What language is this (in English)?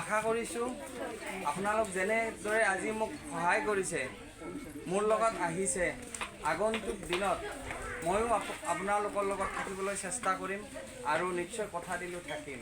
Assamese